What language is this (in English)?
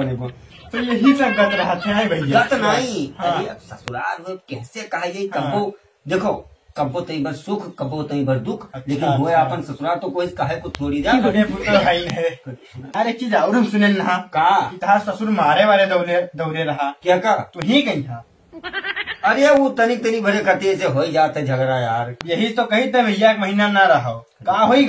Awadhi